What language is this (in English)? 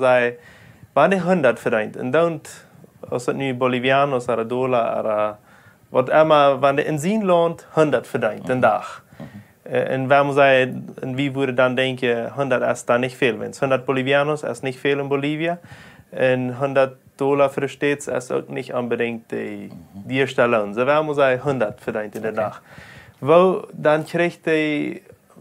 Plautdietsch